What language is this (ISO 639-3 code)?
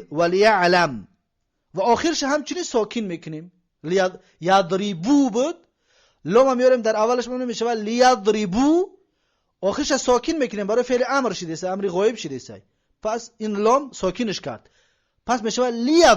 tgk